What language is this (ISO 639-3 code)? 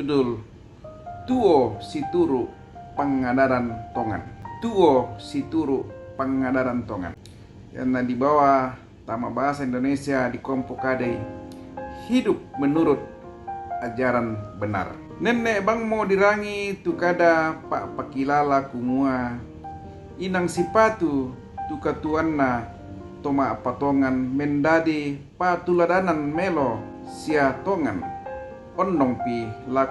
sda